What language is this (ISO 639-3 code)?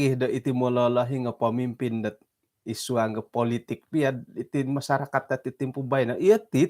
dtp